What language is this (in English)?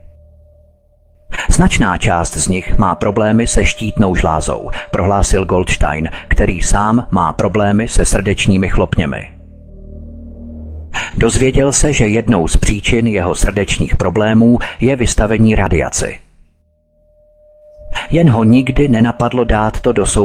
Czech